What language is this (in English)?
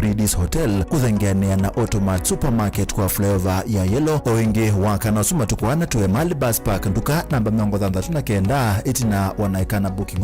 Kamba